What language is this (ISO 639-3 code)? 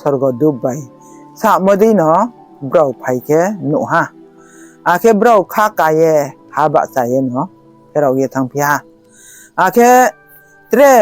ria